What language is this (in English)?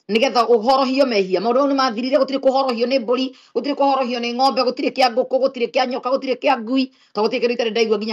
Kikuyu